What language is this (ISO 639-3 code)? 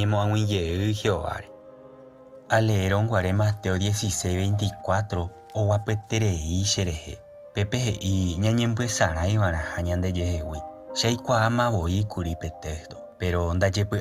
grn